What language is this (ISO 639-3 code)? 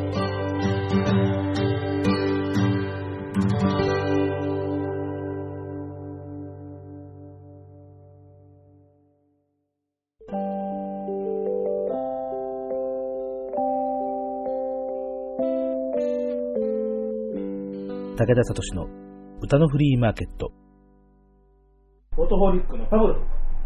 jpn